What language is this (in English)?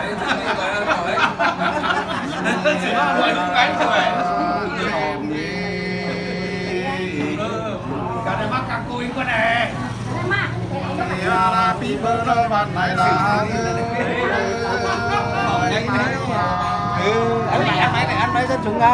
Vietnamese